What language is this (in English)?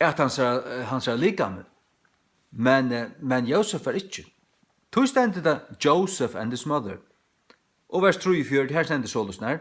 Faroese